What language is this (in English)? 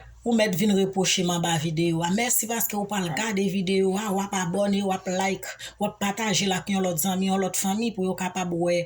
Haitian Creole